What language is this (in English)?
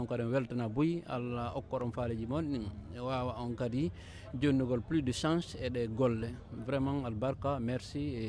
Fula